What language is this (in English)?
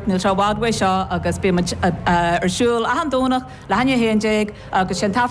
Irish